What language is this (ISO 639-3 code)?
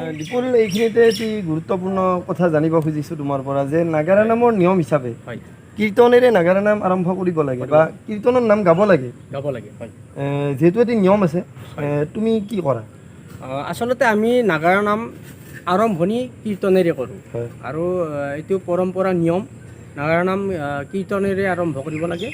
asm